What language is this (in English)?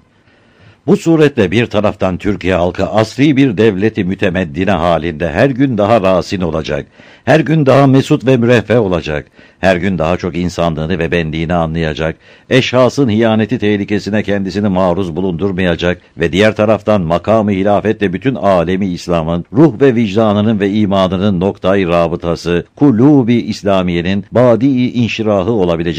Turkish